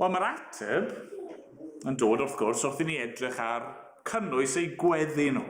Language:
Welsh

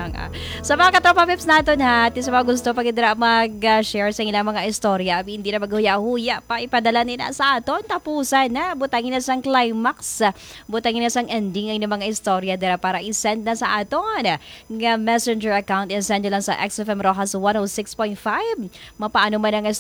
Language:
Hiligaynon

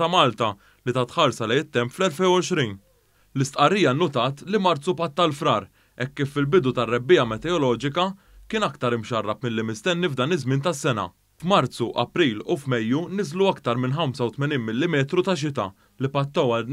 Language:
Maltese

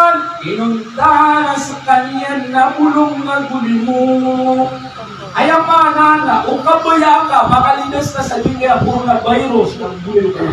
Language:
Maranao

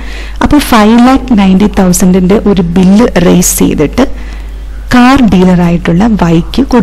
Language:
Malayalam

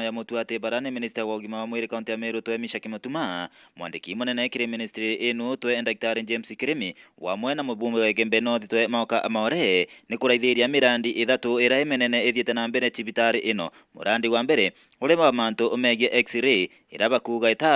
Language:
Meru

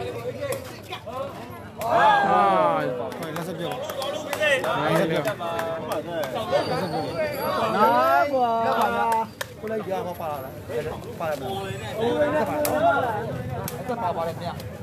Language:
Burmese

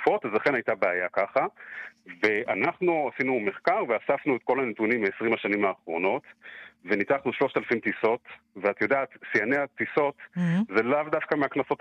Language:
Hebrew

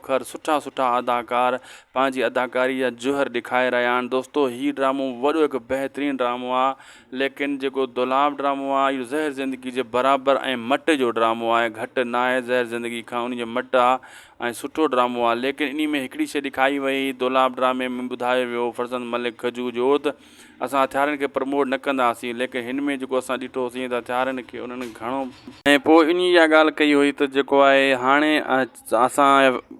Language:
Sindhi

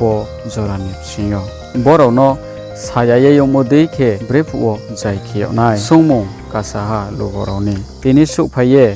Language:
Riang (India)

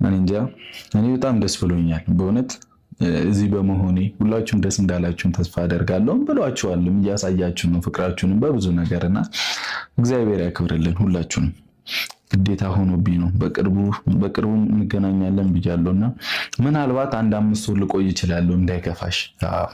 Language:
Amharic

